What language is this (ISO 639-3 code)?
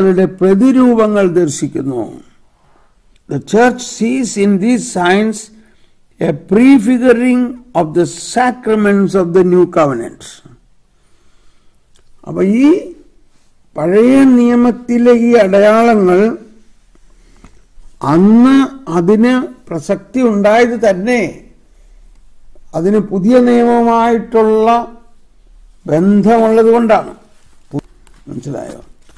mal